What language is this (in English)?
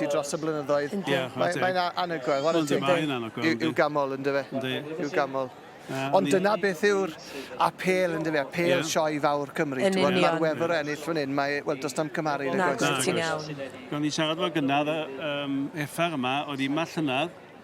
Welsh